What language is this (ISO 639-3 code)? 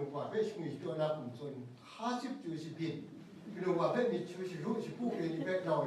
kac